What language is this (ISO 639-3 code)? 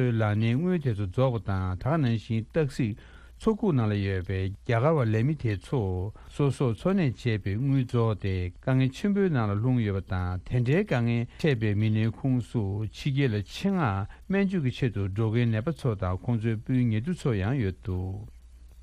bod